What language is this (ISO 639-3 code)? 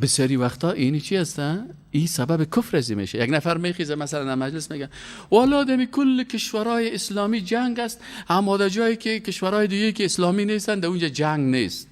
fas